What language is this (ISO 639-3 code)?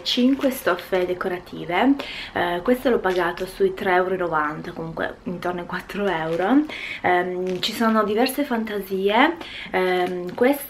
ita